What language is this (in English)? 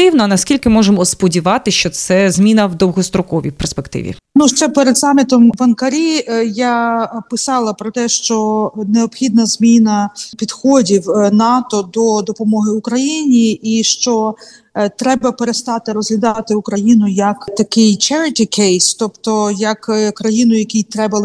Ukrainian